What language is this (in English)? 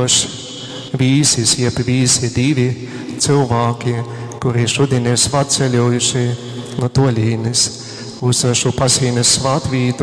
Latgalian